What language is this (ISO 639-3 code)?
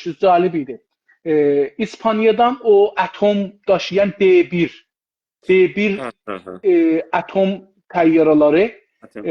azb